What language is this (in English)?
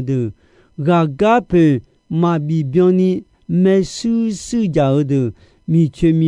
Akha